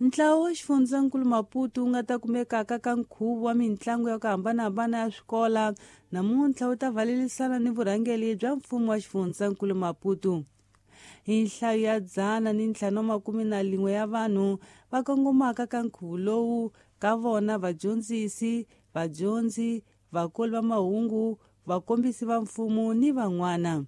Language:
Tsonga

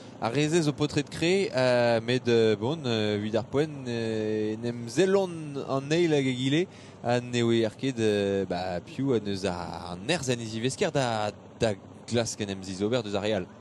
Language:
Breton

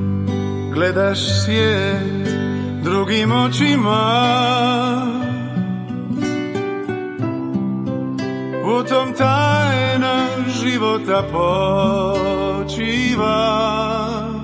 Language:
Croatian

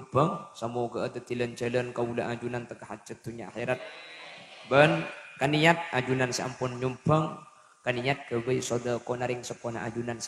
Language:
Madurese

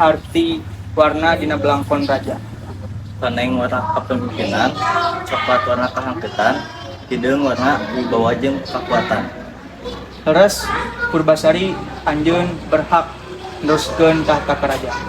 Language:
Sundanese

